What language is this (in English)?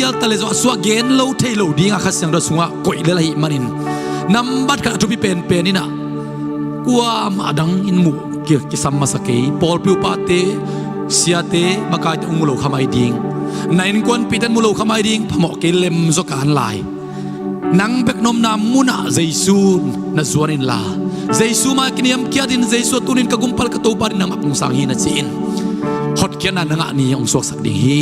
Tedim Chin